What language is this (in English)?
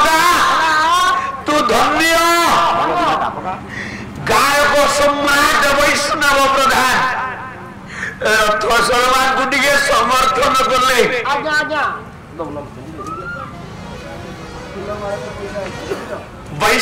Odia